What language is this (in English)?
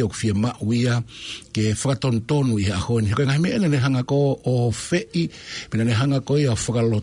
Tongan